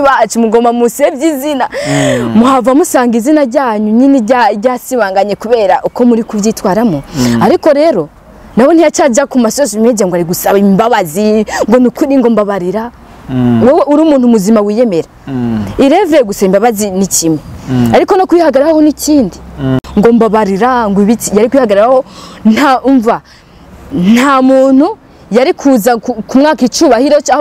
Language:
Rundi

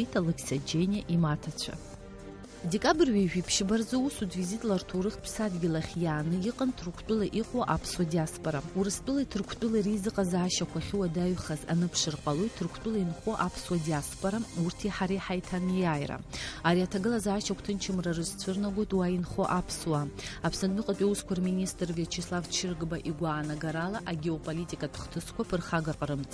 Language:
Abkhazian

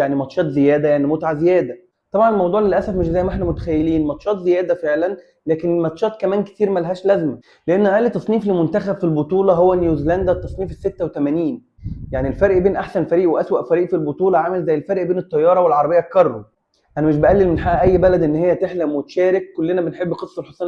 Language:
Egyptian Arabic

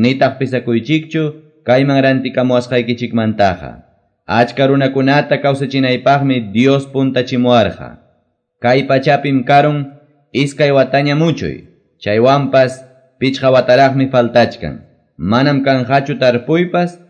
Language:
Quechua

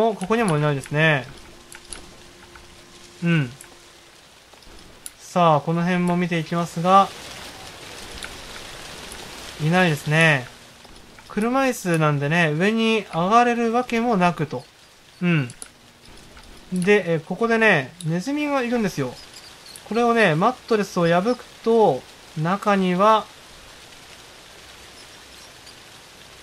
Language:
Japanese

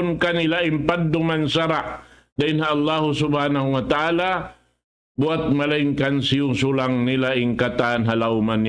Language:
Tausug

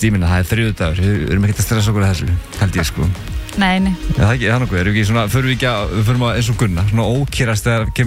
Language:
Icelandic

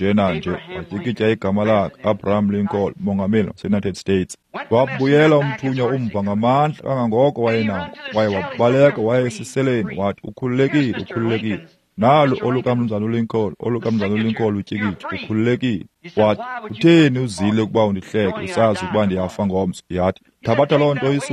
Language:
Xhosa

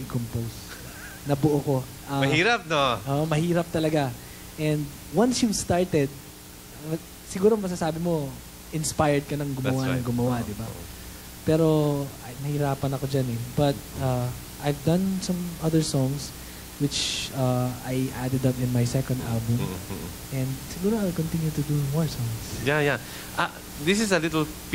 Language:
Filipino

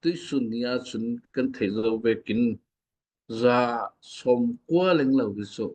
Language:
Falam Chin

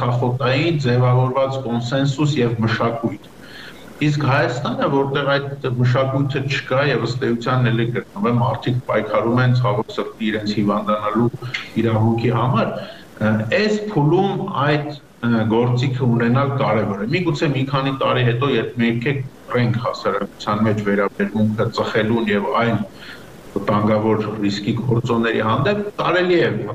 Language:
Armenian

